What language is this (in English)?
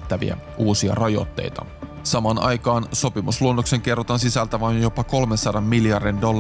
Finnish